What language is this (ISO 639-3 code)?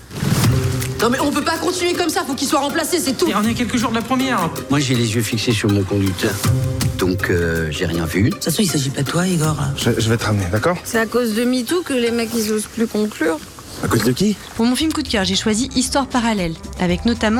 fra